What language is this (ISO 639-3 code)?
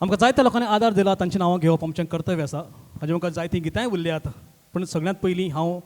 kok